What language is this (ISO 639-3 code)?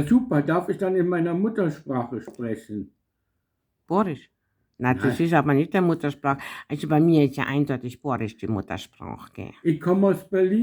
bar